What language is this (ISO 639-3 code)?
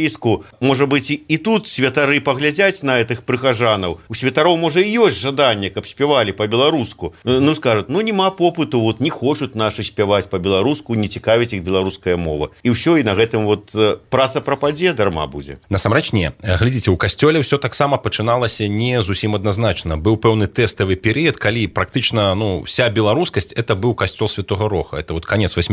bel